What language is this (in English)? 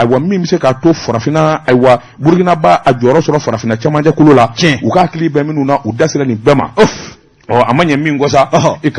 Bambara